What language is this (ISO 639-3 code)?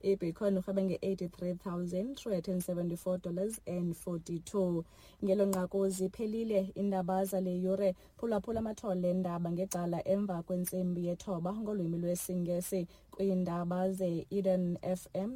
xho